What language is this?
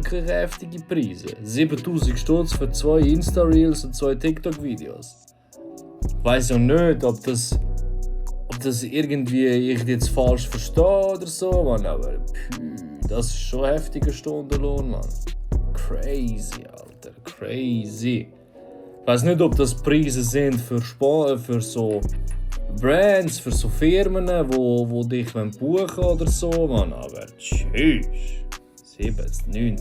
Swiss German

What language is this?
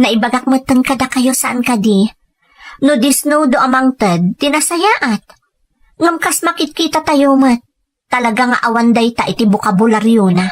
Iloko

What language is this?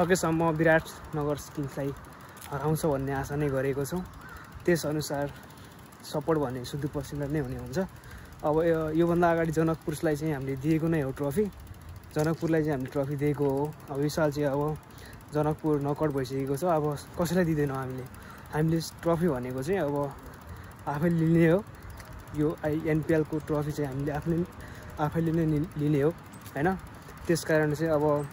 Nepali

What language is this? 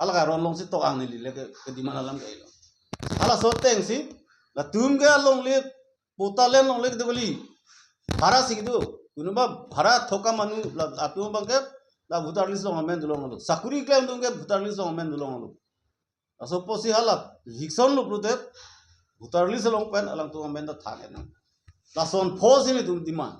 Karbi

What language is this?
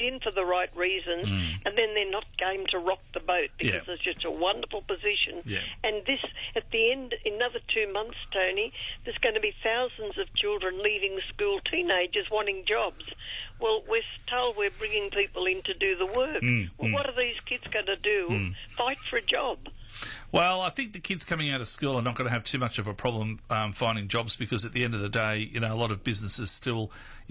English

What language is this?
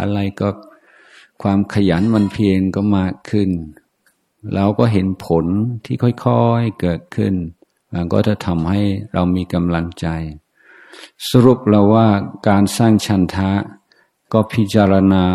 Thai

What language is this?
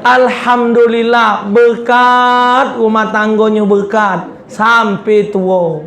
Musi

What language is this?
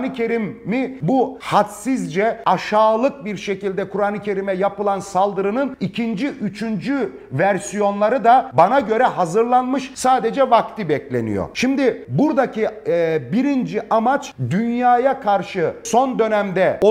Turkish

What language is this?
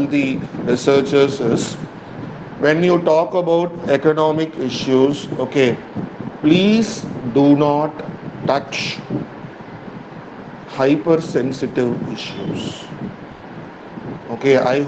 English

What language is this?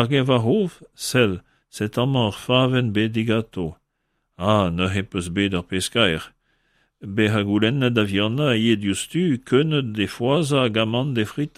Breton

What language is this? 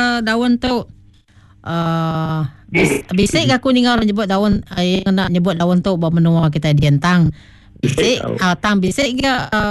Iban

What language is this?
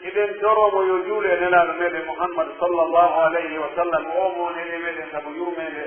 Pular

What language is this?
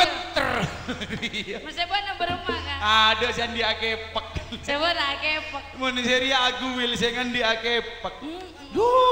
Madurese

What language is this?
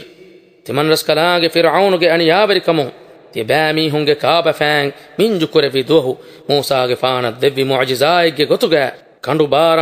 Divehi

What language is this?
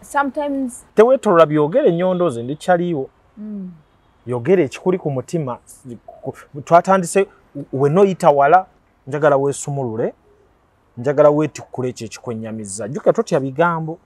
Ganda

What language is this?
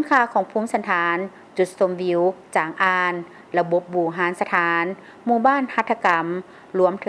Lao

